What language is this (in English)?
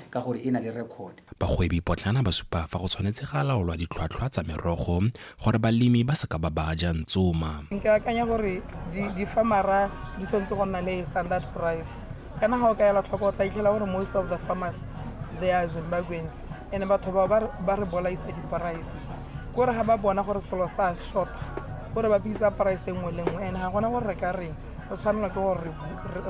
Tswana